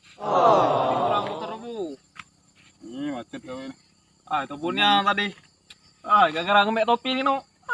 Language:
Musi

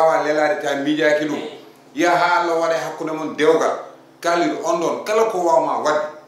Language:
Fula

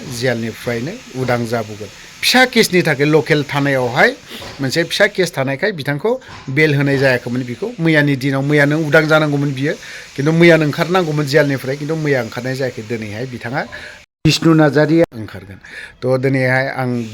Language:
Bodo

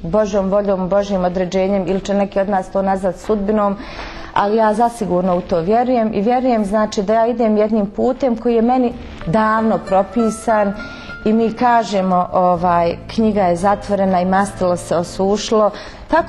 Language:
Bosnian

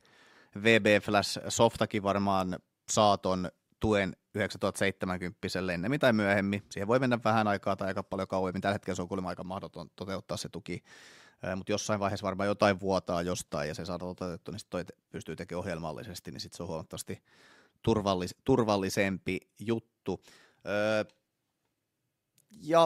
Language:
Finnish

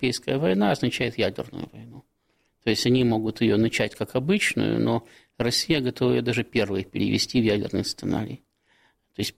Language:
Russian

